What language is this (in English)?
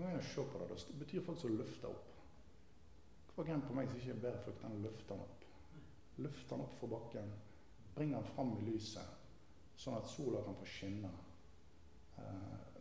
Norwegian